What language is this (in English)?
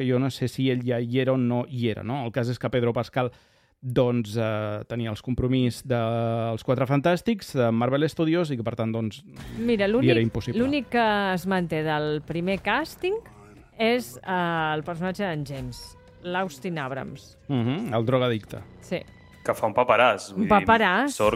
Catalan